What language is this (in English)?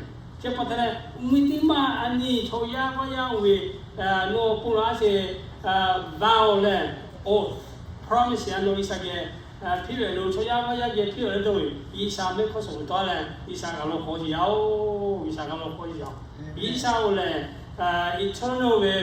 Lahu